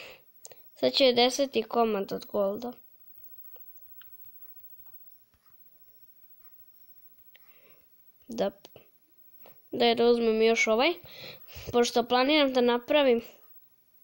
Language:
Croatian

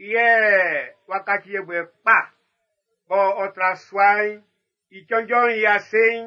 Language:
Baoulé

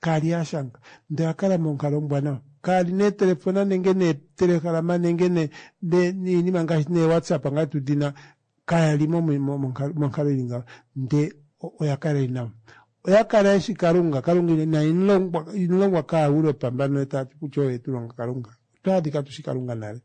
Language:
Kuanyama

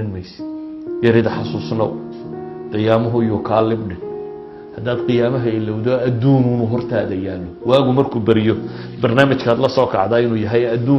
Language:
Somali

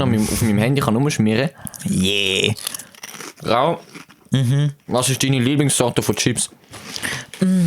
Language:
Swiss German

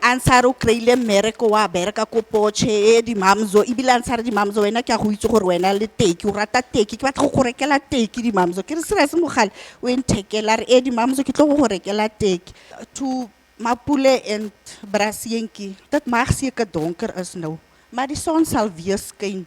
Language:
Tswana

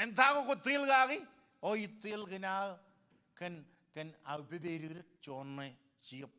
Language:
Marshallese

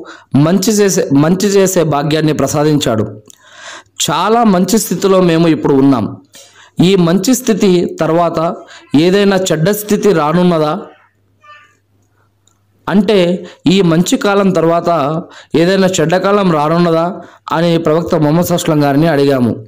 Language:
Telugu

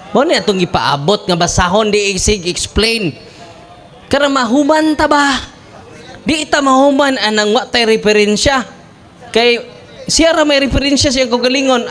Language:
Cebuano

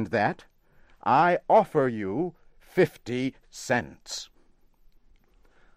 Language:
English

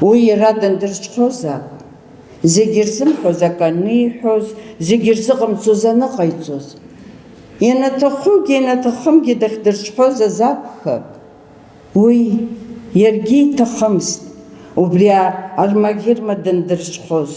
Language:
Abkhazian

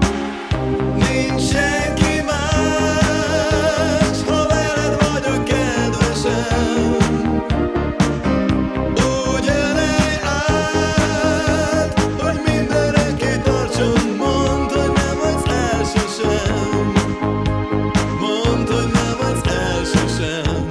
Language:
Hungarian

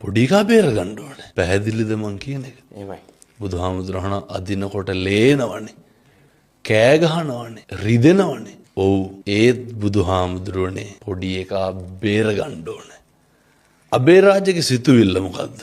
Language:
Sinhala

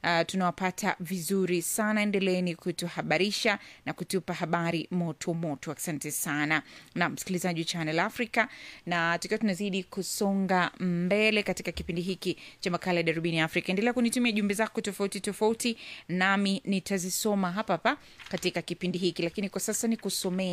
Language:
Swahili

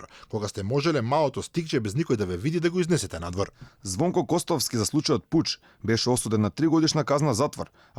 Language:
Macedonian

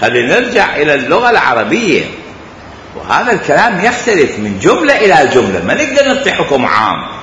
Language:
Mesopotamian Arabic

